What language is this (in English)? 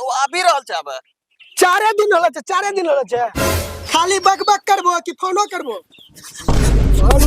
Maithili